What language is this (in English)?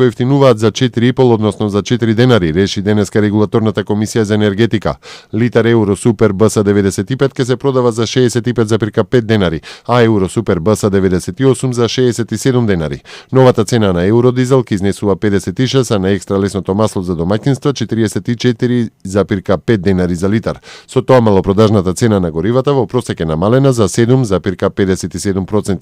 Macedonian